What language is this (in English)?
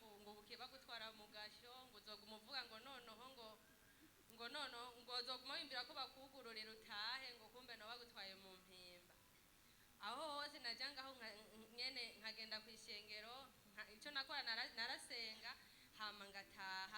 Rundi